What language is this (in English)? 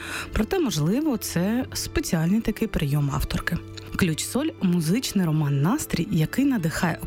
Ukrainian